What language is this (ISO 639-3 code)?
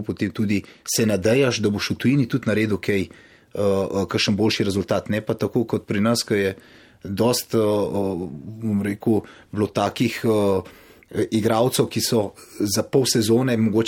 slv